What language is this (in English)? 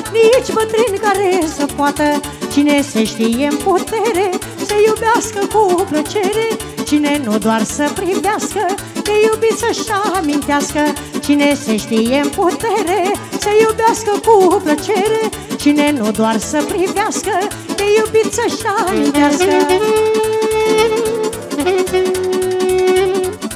Romanian